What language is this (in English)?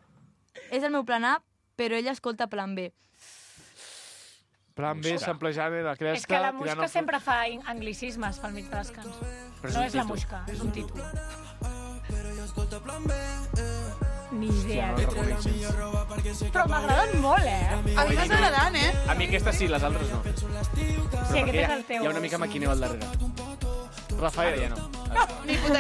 Catalan